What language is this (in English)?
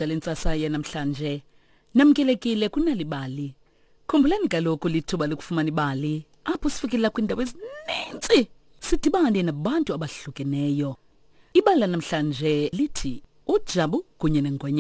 Xhosa